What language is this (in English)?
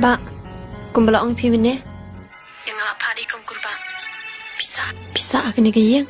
Khasi